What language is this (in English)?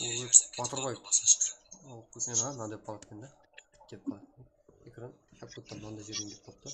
Kara-Kalpak